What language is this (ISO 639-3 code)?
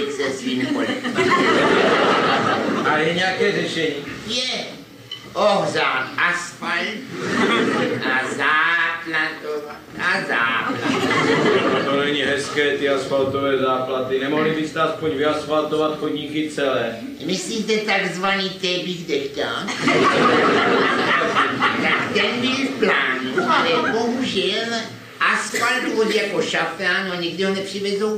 ces